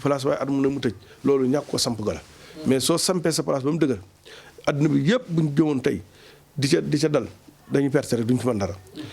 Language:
Wolof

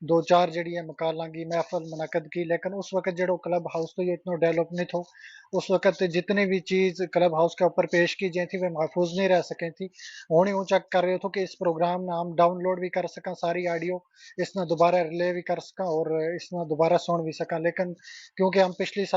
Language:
Gujari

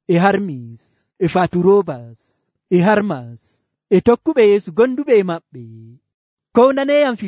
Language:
Nigerian Fulfulde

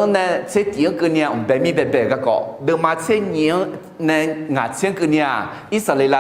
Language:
Akha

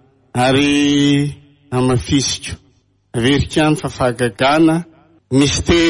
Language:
Malagasy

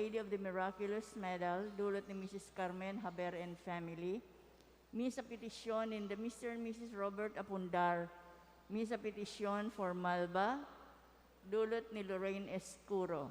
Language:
Bikol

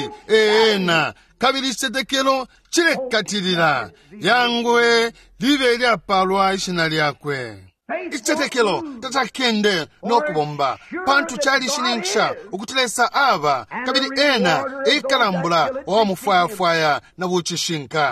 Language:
Bemba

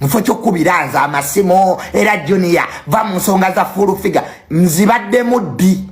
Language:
Ganda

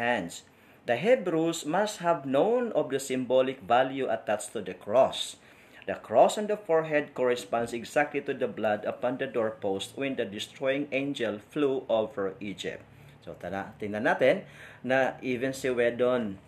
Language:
Filipino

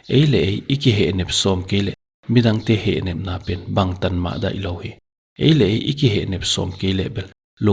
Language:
Paite Chin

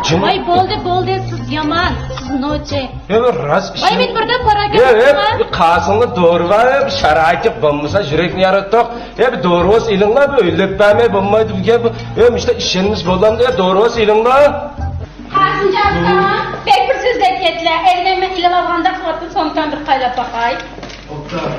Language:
Uyghur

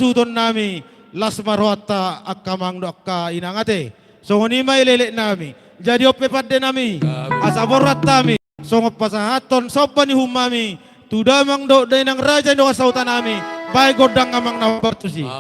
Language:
Batak Toba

